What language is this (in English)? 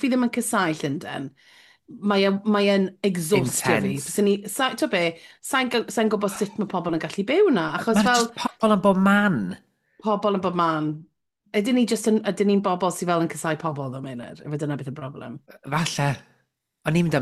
Welsh